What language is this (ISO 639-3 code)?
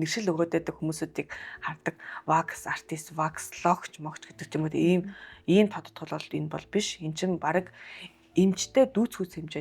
mon